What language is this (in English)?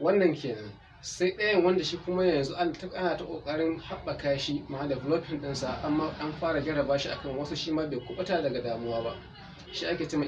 Hausa